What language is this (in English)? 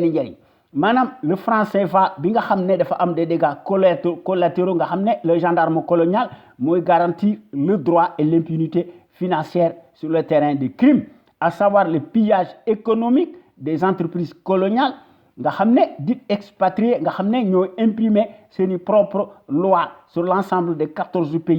Wolof